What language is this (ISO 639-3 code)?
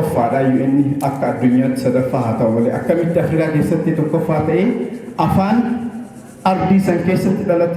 orm